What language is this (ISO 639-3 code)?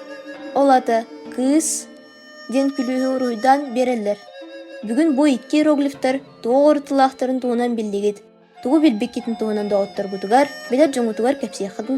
sah